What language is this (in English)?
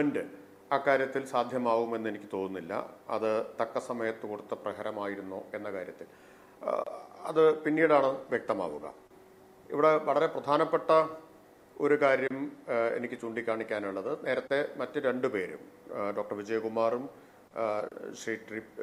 Malayalam